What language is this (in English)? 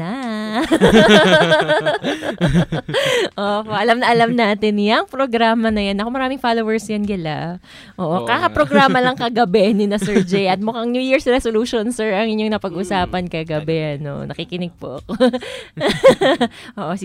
Filipino